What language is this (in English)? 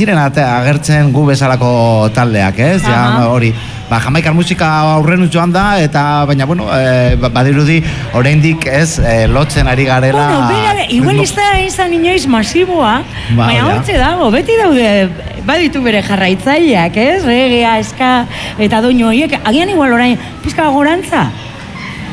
Basque